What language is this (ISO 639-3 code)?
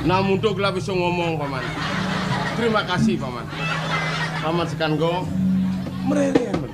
ban